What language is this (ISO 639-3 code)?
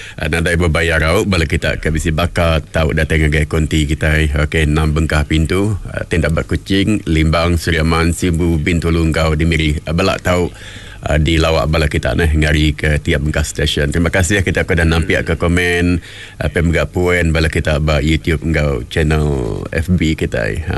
iba